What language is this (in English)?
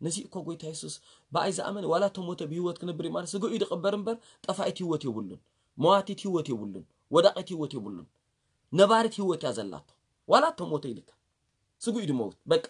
Tigrinya